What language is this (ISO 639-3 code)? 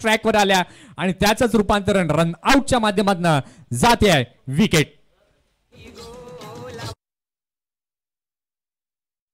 mar